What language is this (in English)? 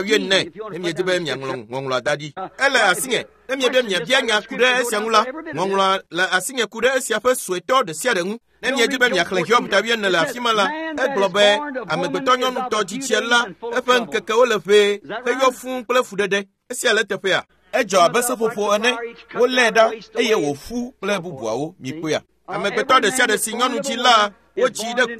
Ewe